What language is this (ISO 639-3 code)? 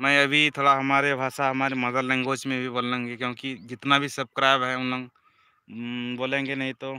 sat